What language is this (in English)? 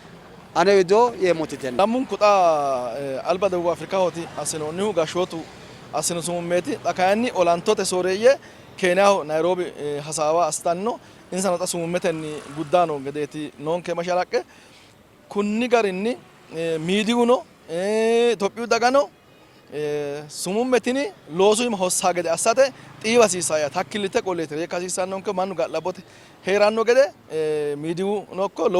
Sidamo